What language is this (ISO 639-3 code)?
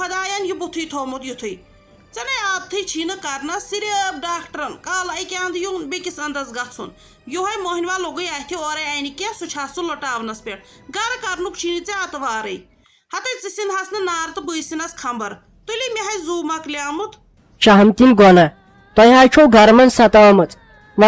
kas